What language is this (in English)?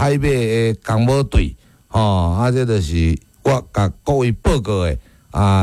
Min Nan Chinese